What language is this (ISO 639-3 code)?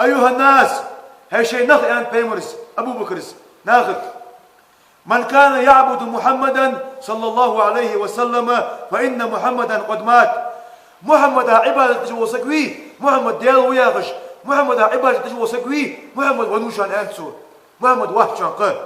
inh